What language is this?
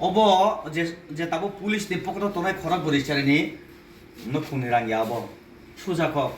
Kok Borok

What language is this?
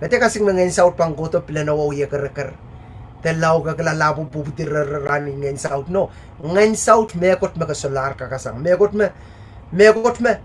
Pohnpeian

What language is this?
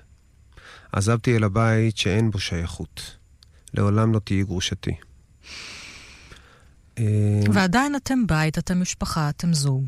Hebrew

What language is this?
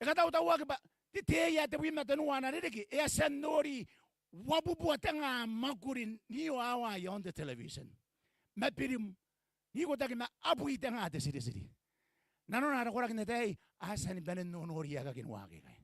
Gilbertese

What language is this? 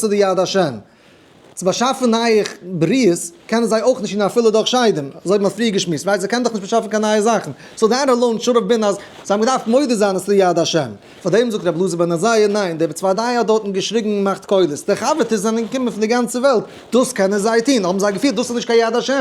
Yiddish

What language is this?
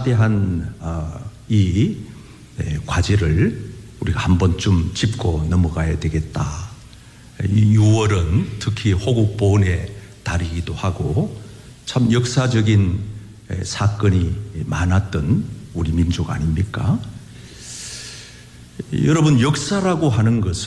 Korean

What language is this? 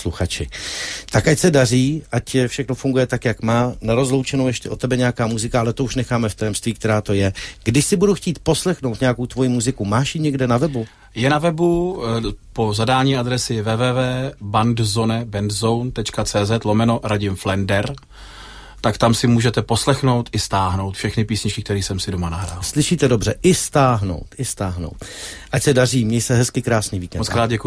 Czech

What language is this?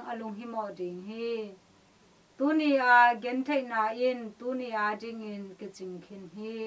Tedim Chin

